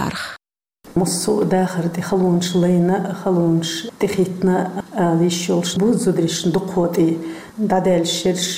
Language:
Chechen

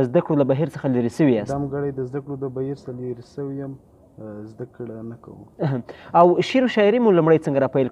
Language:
Pashto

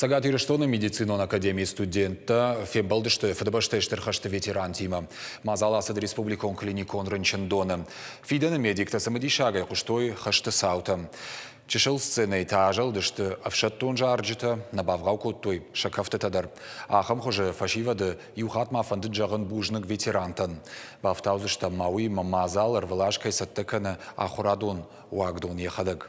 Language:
Ossetic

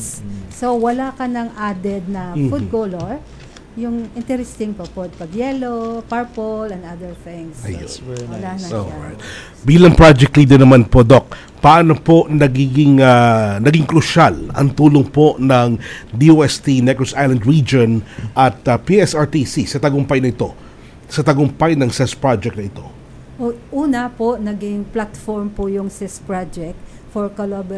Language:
Filipino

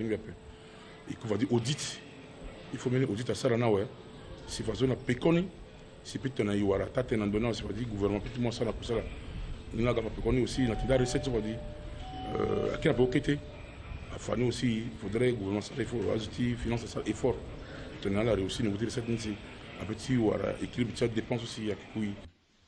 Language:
Sango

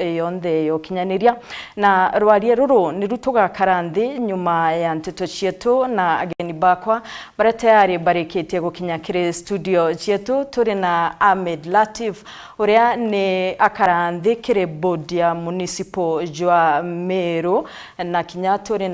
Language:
Meru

